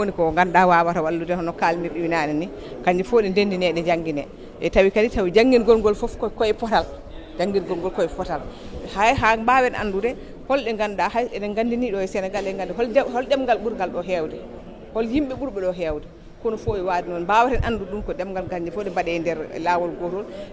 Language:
Fula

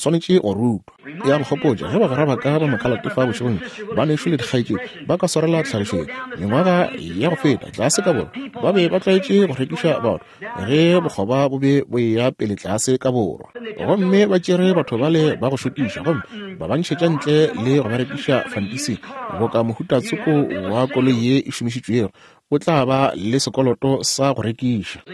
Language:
Northern Sotho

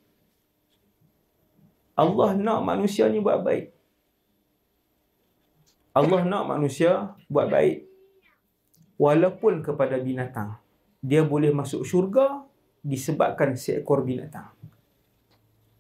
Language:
Malay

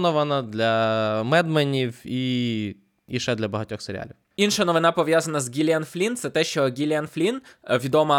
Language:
Ukrainian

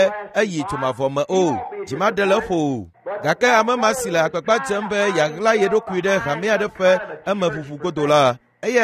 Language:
Ewe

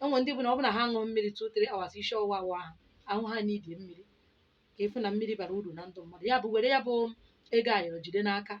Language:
Igbo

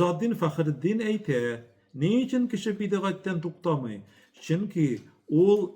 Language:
Tatar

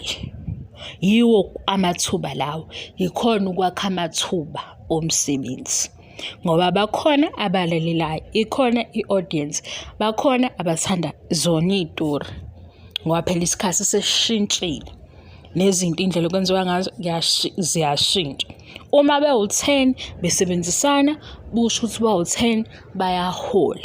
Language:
Zulu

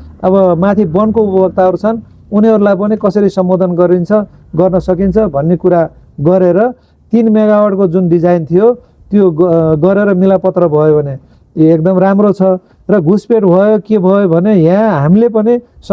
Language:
Nepali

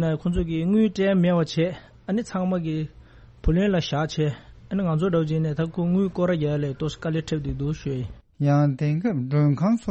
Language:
Tibetan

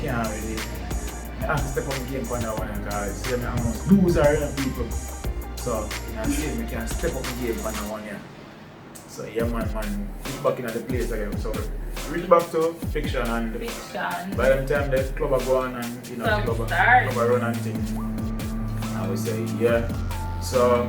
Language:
Jamaican Creole English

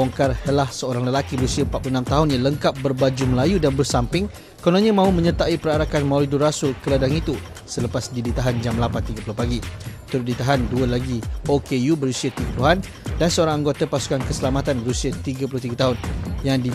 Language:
Malay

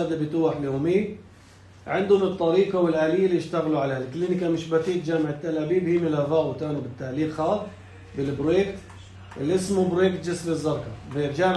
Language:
North Levantine Arabic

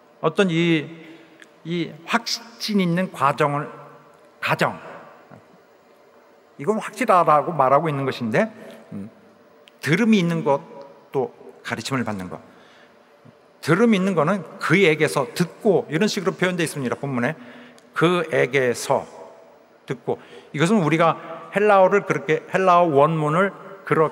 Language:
Korean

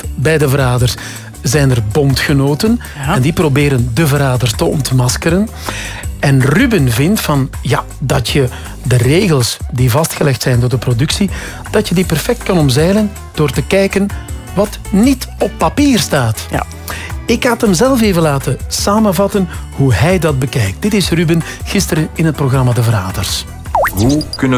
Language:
Dutch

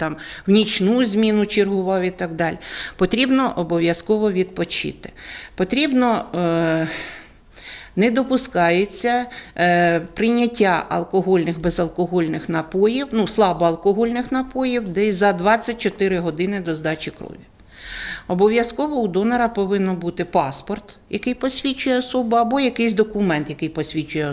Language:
Ukrainian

